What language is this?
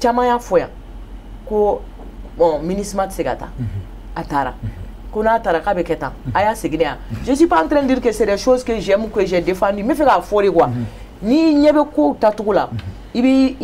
Bambara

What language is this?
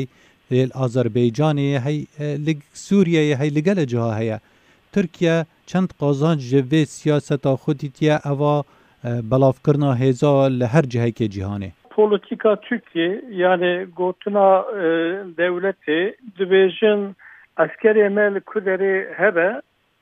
Kurdish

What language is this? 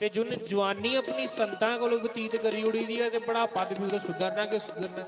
Dogri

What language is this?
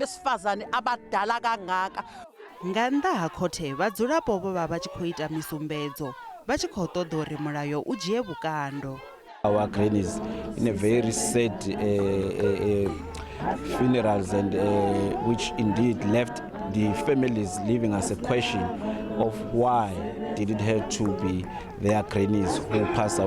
Venda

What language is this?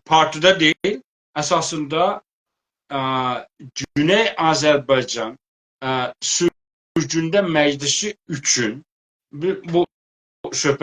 South Azerbaijani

